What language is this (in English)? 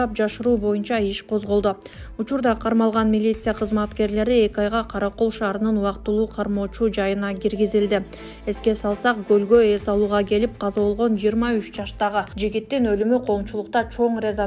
Kyrgyz